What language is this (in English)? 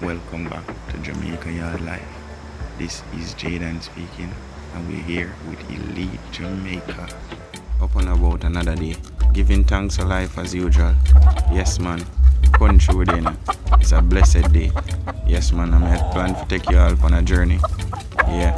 Jamaican Creole English